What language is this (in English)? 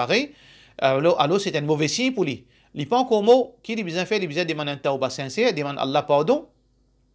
Morisyen